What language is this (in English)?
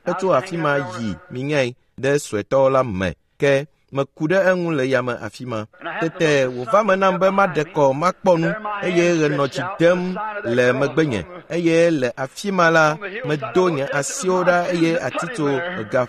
Ewe